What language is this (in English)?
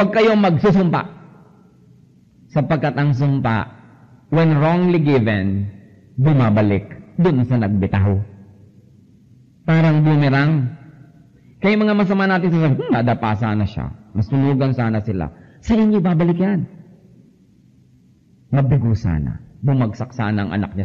Filipino